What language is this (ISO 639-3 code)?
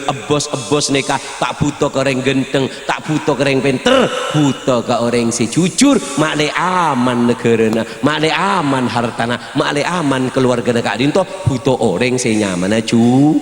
mad